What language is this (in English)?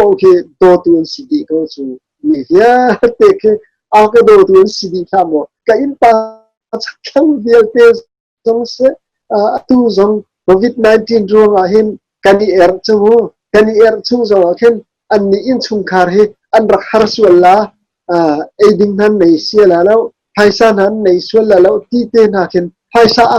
Hakha Chin